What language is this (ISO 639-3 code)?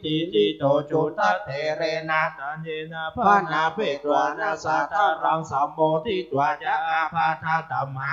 pli